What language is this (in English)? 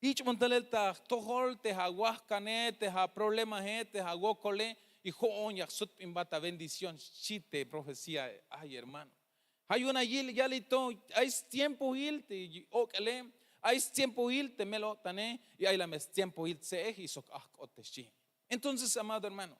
Tzeltal